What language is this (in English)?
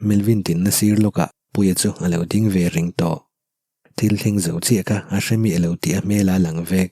Mizo